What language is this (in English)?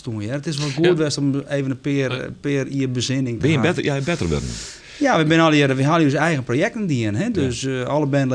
Western Frisian